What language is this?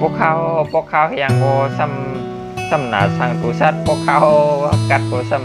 Shan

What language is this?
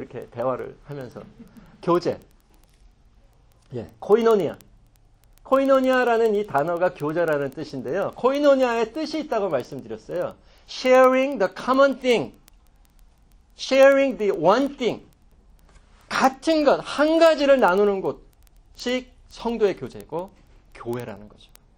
Korean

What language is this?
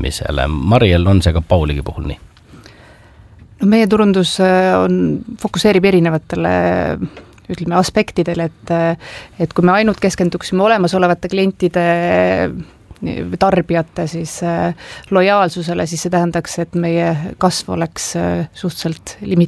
Estonian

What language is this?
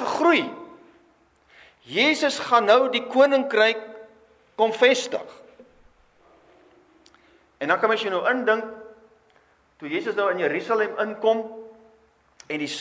Afrikaans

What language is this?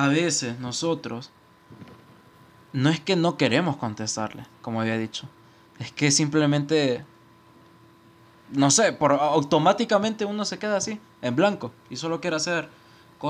Spanish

